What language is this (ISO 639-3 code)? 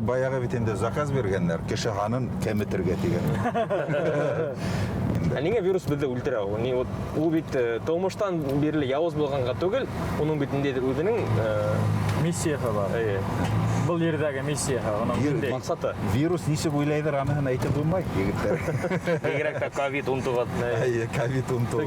bak